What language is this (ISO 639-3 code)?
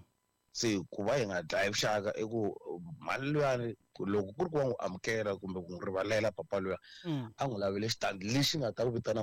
tso